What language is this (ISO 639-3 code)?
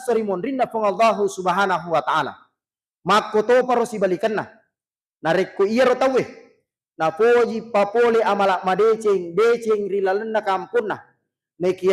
bug